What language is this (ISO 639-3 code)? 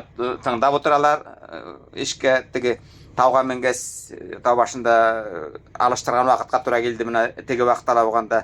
bak